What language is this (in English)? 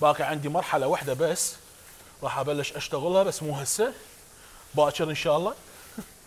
Mesopotamian Arabic